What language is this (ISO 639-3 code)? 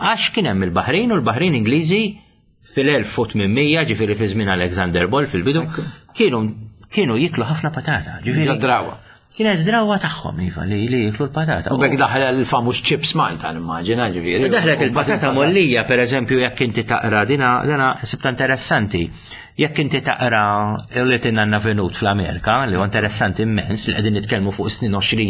mlt